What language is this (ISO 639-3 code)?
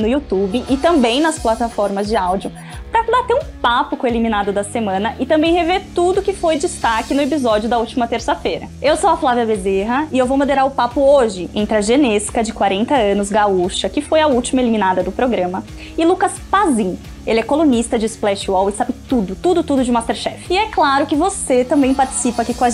por